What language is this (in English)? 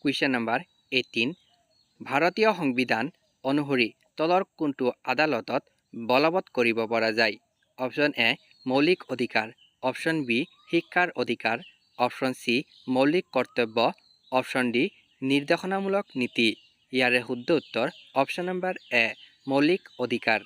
Assamese